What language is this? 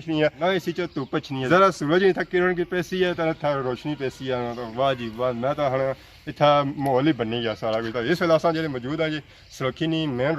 Pahari-Potwari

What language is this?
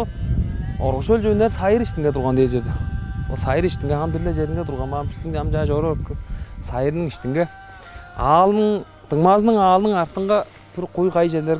Tuvinian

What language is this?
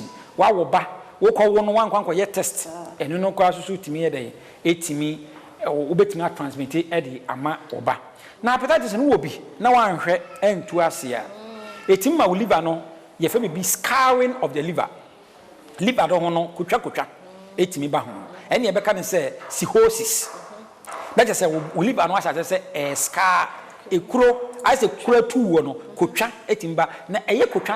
Akan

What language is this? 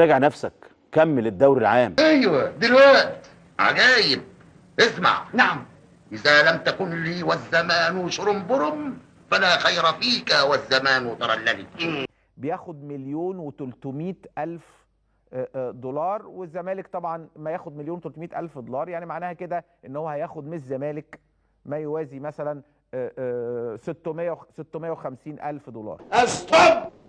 Egyptian Arabic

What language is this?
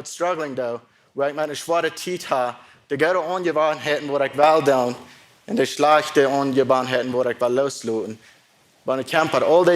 Plautdietsch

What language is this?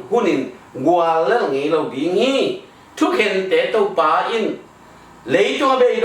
Tedim Chin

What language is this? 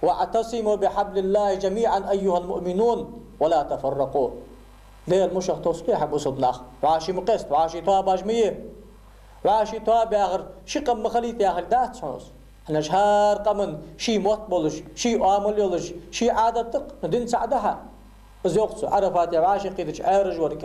Ingush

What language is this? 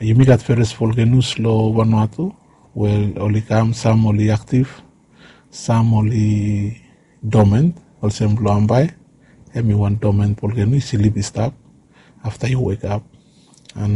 Bislama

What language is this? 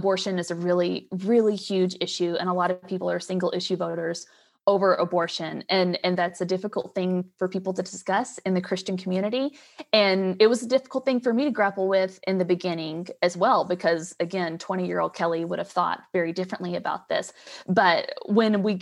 English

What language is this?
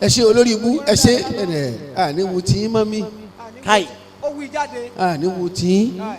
Yoruba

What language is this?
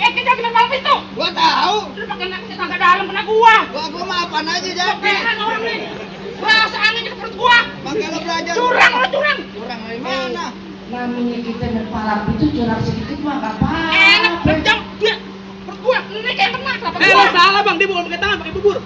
Betawi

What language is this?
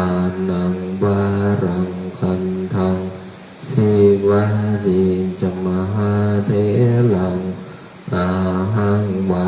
Pali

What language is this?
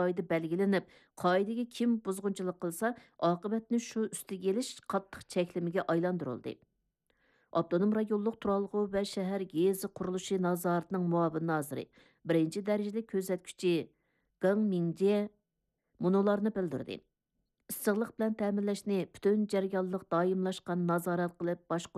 Uyghur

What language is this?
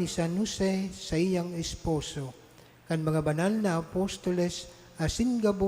Bikol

